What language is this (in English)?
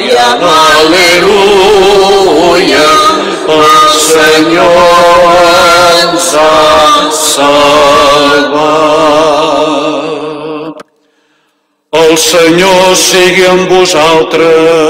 Catalan